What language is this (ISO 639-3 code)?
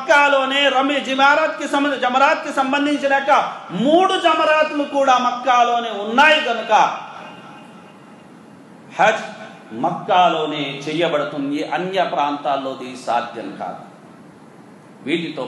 tel